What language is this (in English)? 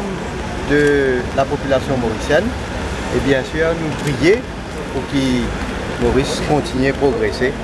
Morisyen